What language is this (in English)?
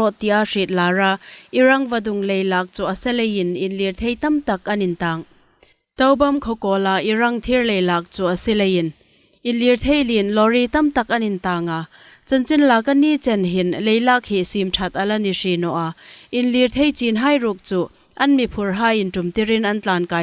Hmar